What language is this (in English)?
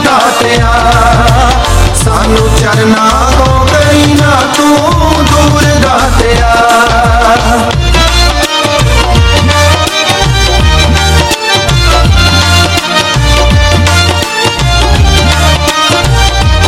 Punjabi